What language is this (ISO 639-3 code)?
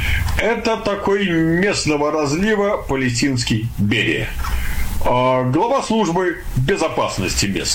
rus